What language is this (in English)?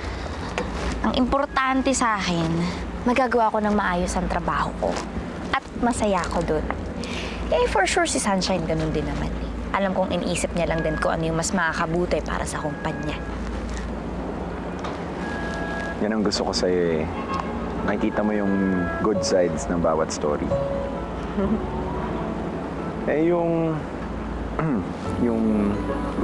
Filipino